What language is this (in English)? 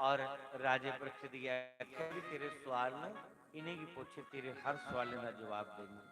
Dogri